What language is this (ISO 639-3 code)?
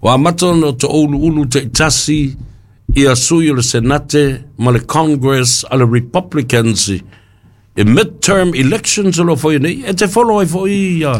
smo